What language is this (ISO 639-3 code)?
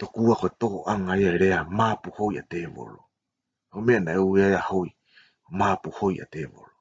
ton